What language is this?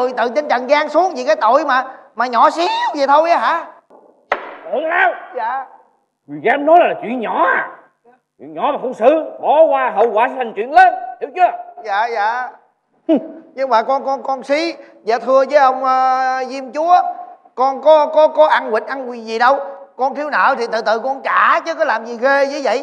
Vietnamese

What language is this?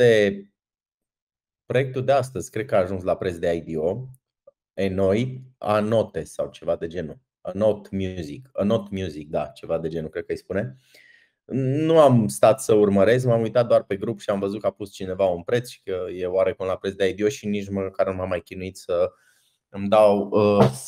Romanian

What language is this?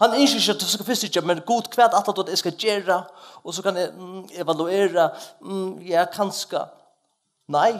Faroese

